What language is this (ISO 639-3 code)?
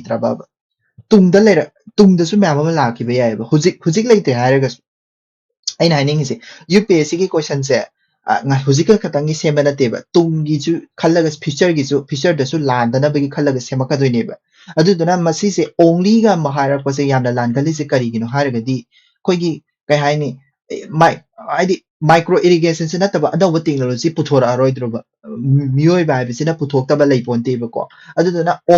mni